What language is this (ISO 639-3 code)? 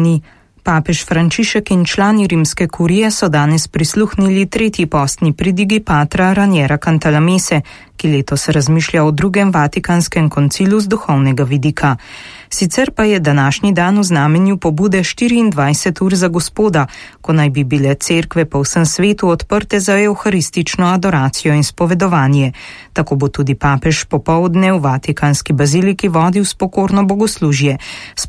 slv